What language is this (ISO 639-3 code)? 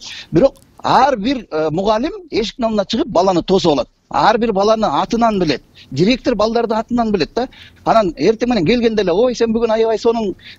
kir